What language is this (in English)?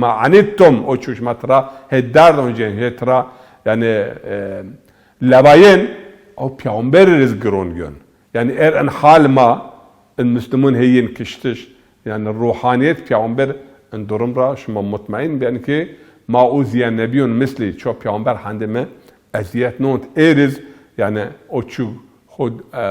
Zaza